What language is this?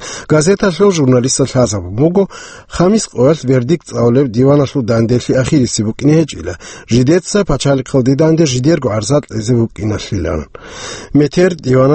Avaric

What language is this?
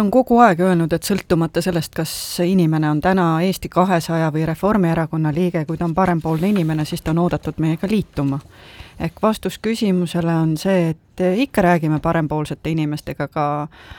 Estonian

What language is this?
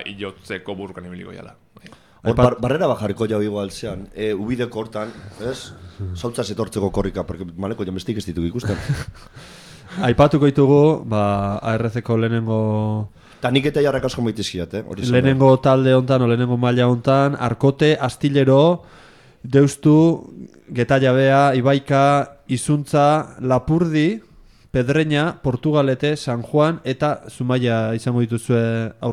Basque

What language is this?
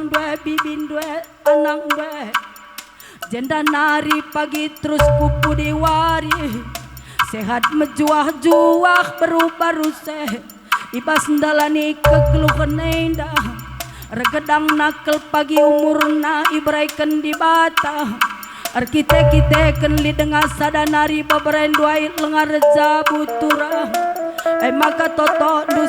Batak Karo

